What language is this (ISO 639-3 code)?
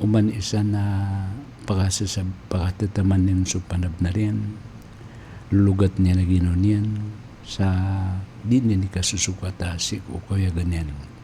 mrw